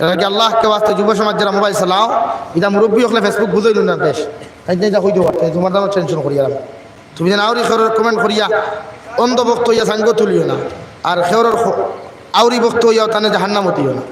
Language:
Sylheti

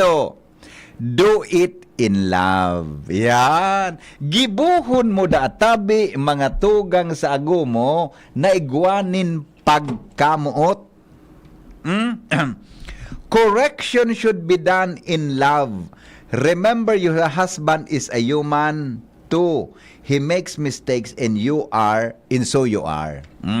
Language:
Bikol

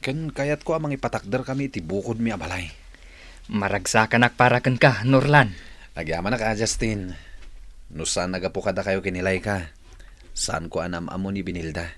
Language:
Iloko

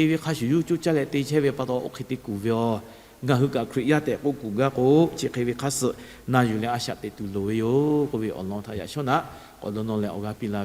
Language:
Lahu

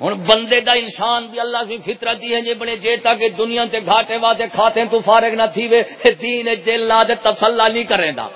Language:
Saraiki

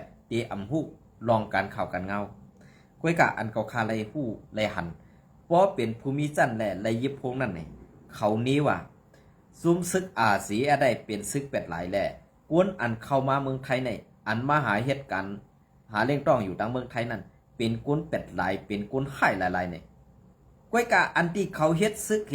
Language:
Shan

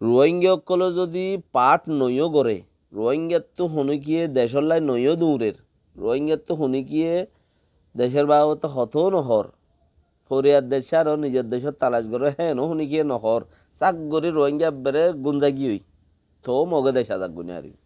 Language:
Rohingya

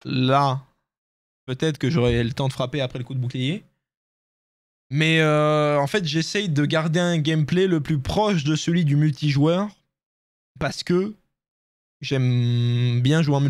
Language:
French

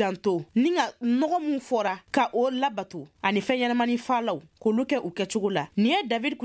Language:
Bambara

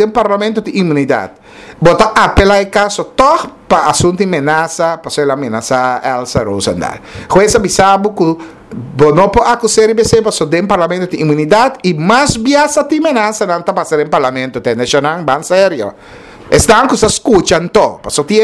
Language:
Papiamento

